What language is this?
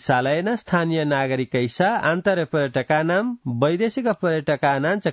Sanskrit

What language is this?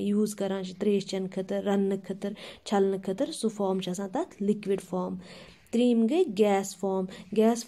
Kashmiri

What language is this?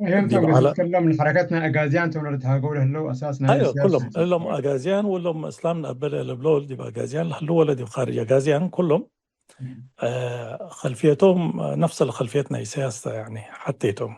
Tigre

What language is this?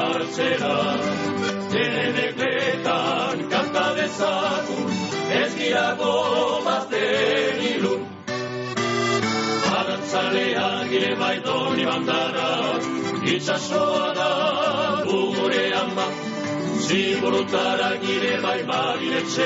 Basque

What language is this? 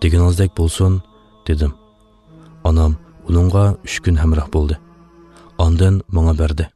Uyghur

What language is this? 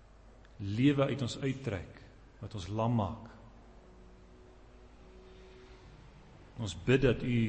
Afrikaans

